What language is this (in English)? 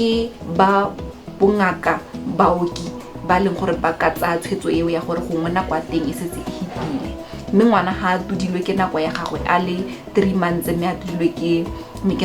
Tswana